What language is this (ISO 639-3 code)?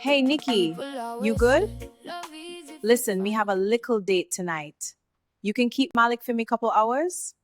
jam